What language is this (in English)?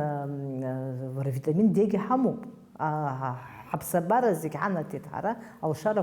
Abkhazian